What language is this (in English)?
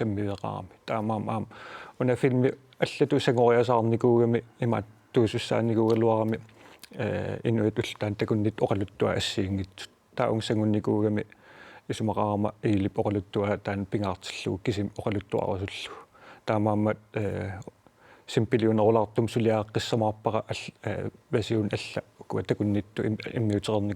Kalaallisut